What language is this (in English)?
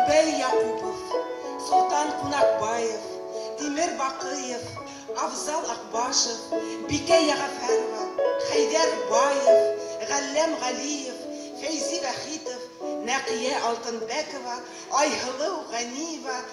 Bashkir